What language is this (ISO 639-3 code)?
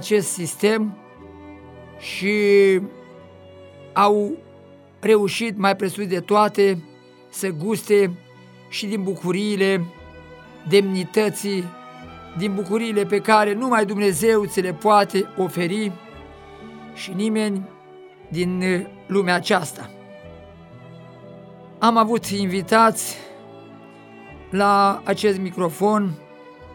ron